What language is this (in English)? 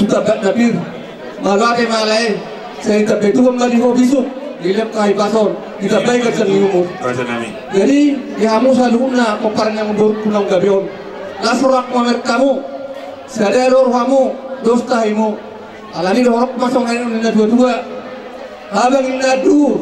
Batak Toba